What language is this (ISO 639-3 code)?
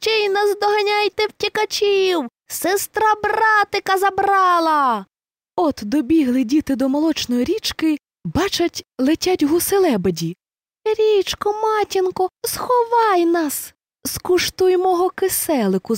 ukr